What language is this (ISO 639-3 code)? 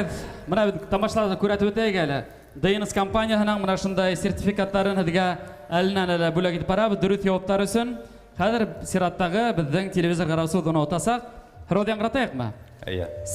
bak